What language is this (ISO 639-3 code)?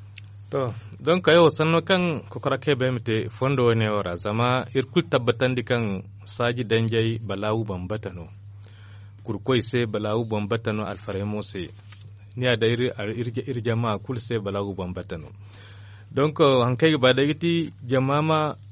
dje